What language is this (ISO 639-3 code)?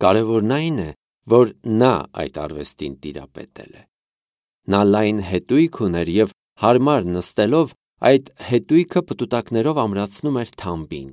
hye